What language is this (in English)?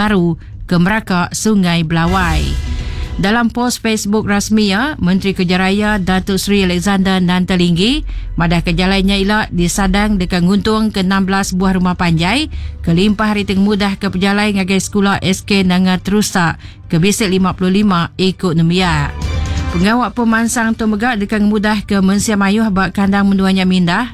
Iban